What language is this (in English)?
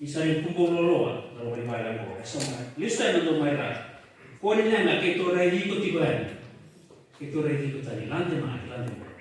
Fijian